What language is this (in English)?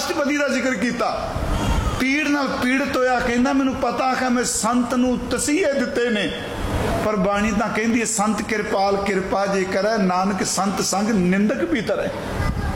Punjabi